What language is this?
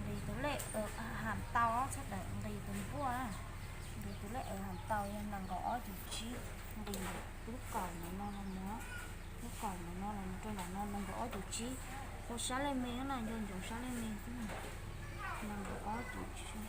Hmong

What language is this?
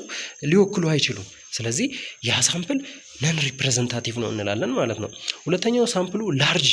Amharic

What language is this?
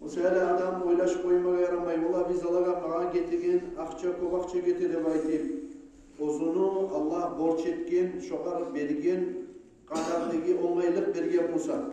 Kumyk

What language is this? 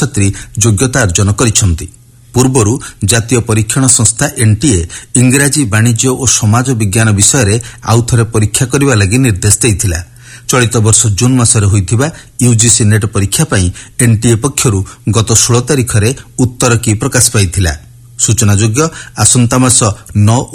Odia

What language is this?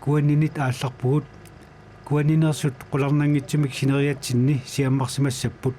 Kalaallisut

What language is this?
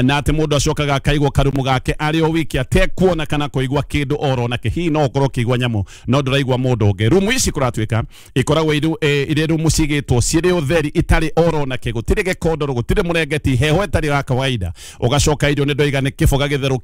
Kikuyu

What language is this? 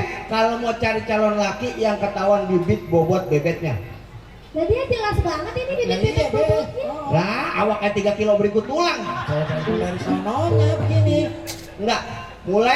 Betawi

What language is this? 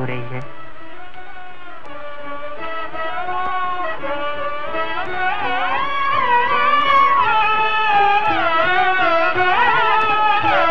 Hindi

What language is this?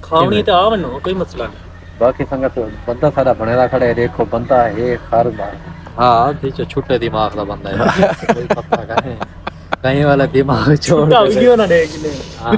Saraiki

